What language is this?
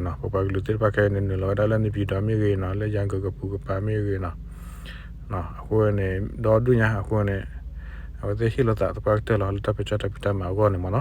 S'gaw Karen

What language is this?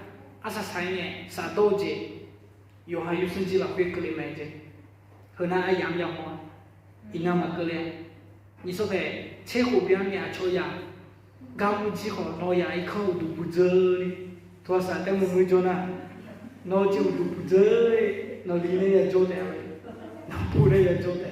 Akha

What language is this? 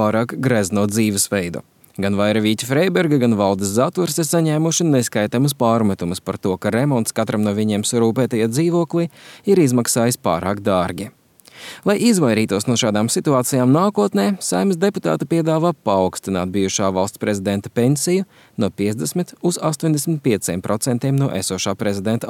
Latvian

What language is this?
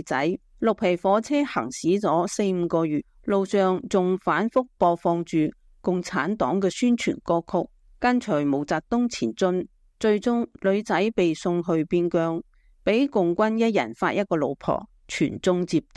Cantonese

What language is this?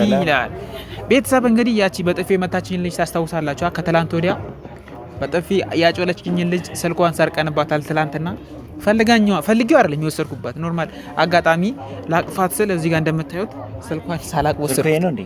Amharic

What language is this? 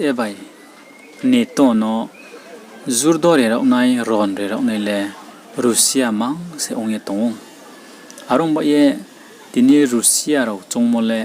Riang (India)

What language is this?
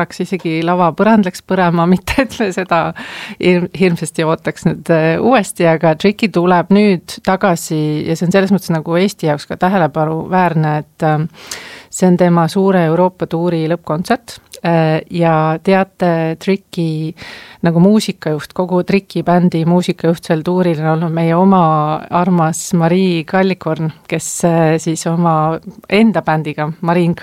Estonian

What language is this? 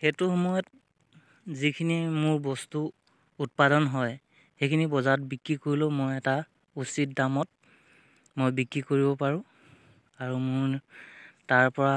Assamese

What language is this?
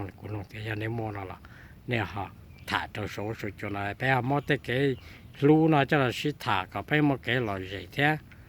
Hmong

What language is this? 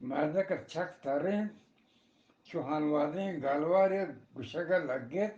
Eastern Balochi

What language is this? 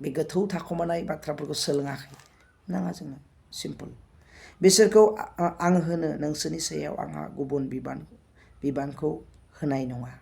Bodo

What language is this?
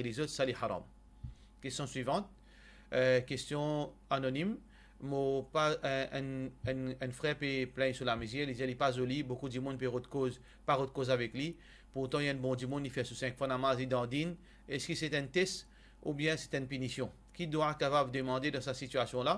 Morisyen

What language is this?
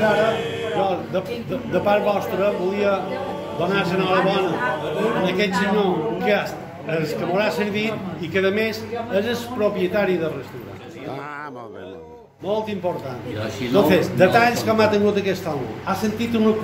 Catalan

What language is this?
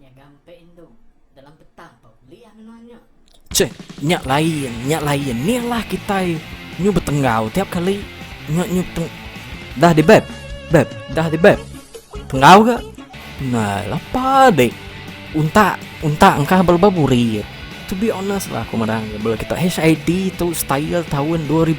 Iban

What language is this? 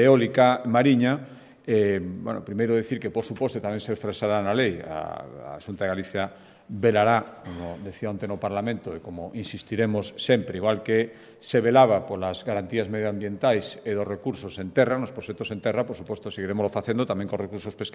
Galician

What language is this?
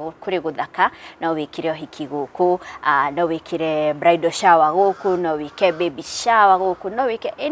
Kikuyu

